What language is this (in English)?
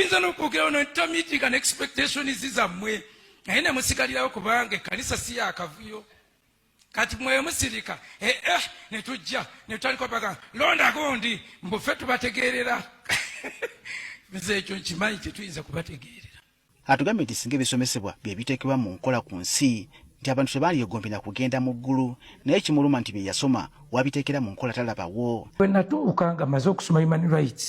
Ganda